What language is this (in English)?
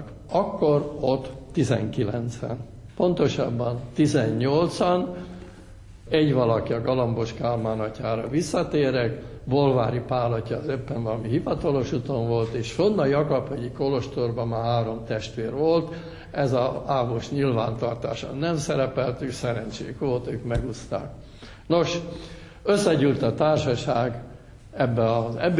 Hungarian